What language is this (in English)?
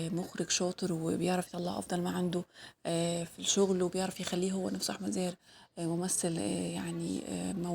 Egyptian Arabic